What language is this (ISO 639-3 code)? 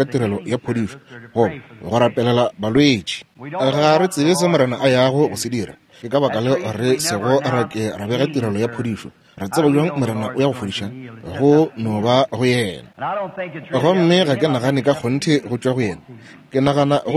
nso